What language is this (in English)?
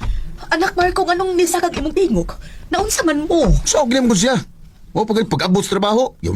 Cebuano